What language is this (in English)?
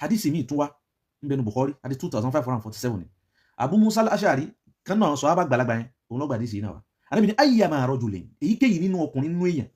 Yoruba